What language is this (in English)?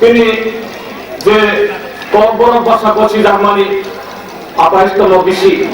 Kok Borok